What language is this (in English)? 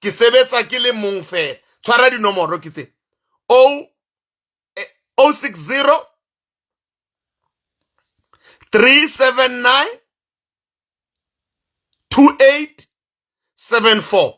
Southern Sotho